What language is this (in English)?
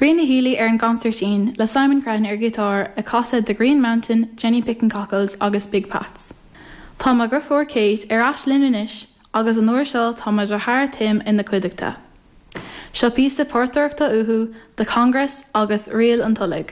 Irish